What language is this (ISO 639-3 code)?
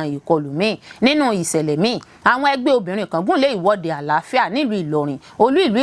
yor